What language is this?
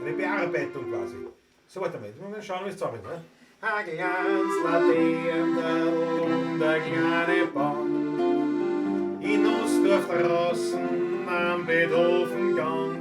Bavarian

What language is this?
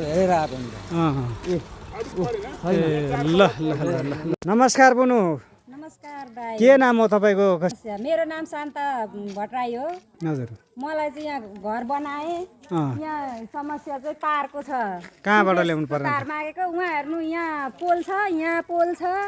Nepali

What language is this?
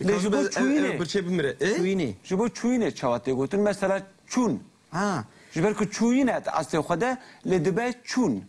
Kurdish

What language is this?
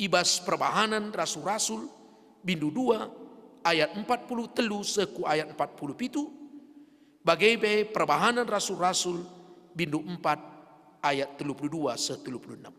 Batak Karo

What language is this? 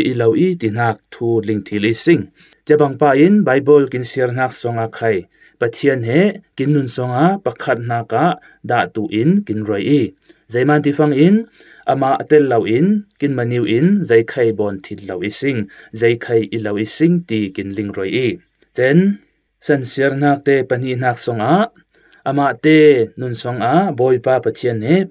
Falam Chin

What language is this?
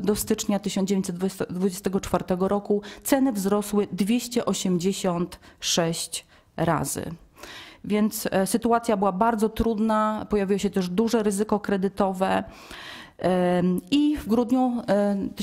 Polish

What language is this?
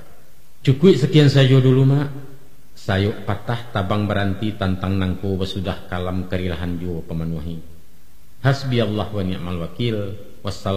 Minangkabau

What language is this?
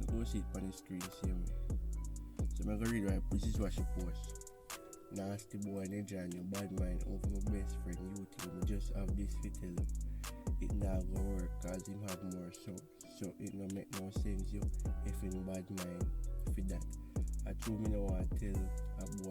Jamaican Creole English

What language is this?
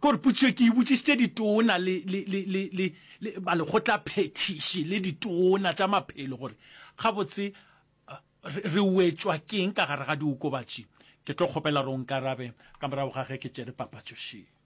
Northern Sotho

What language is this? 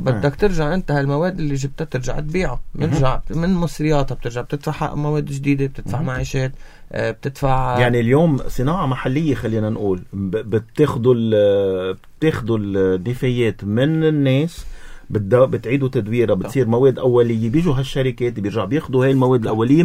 North Levantine Arabic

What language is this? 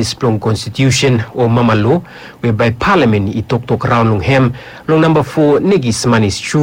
Bislama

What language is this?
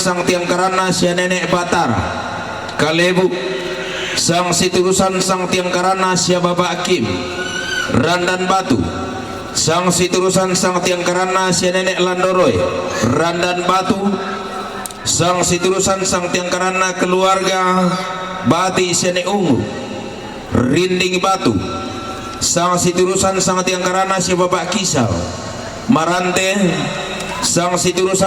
Toraja-Sa'dan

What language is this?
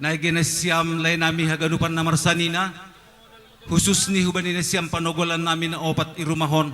Batak Simalungun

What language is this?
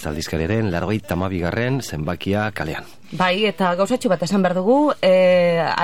Basque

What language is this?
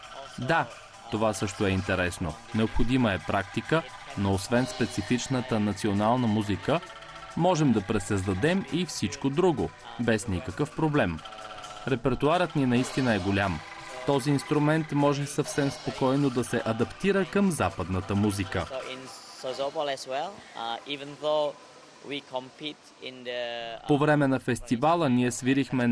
Bulgarian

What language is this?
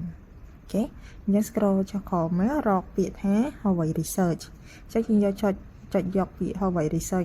Khmer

